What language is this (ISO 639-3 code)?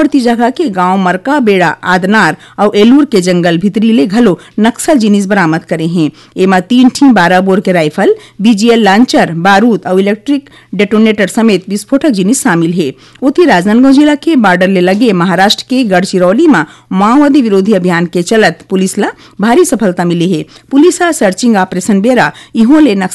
hne